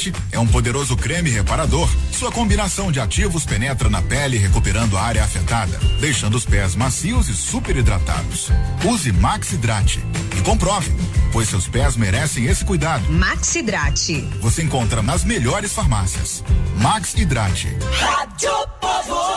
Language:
Portuguese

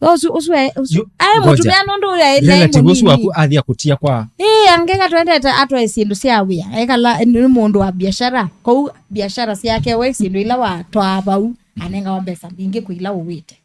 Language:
Kamba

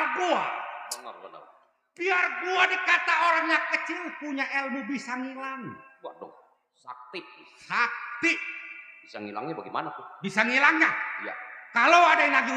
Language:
Betawi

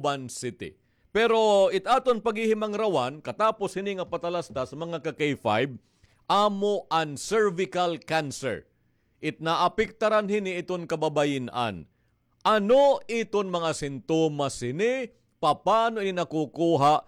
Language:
Waray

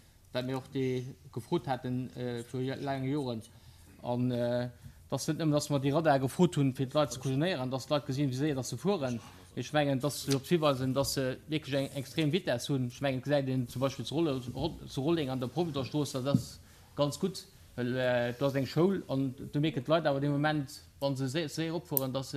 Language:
Luxembourgish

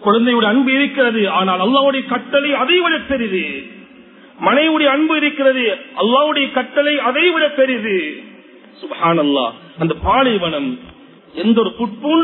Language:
Tamil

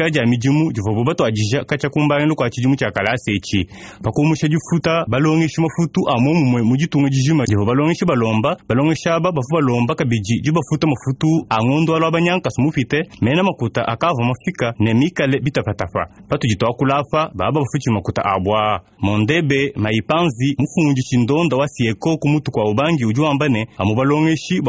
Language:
Luba-Lulua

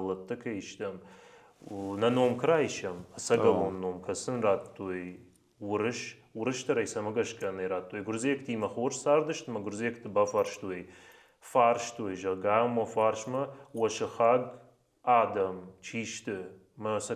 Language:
Ossetic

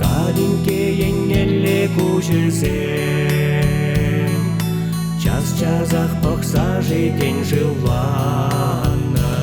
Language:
Chuvash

